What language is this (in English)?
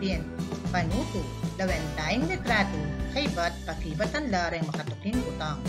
Pampanga